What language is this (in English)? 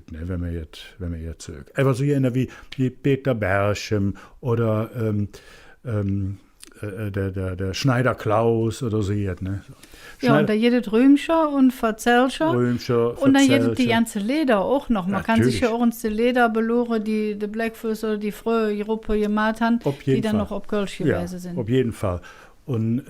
Colognian